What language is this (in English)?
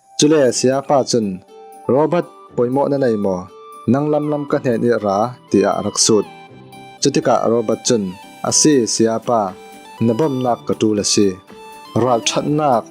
Falam Chin